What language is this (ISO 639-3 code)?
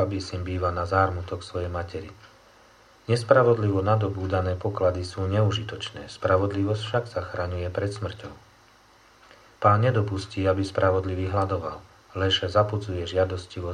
slk